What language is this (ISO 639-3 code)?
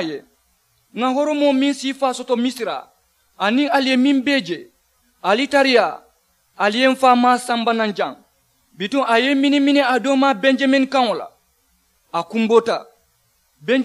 man